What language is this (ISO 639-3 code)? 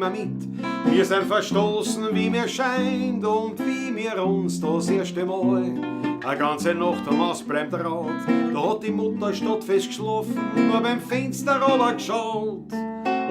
bar